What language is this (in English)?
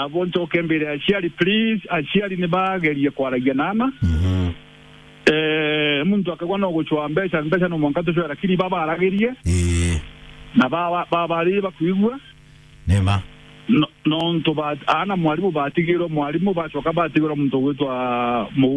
Meru